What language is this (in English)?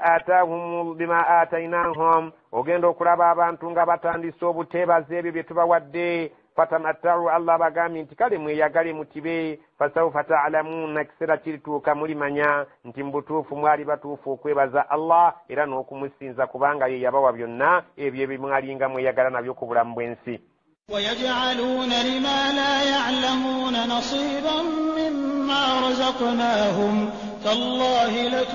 Ganda